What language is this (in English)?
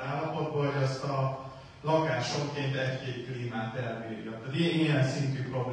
Hungarian